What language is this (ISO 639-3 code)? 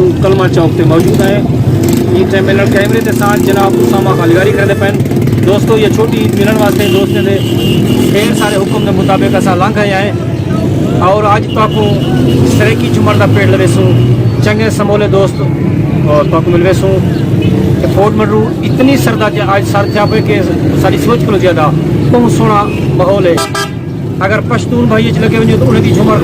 skr